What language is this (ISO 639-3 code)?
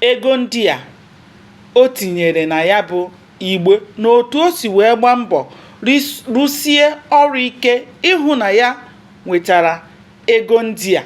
ibo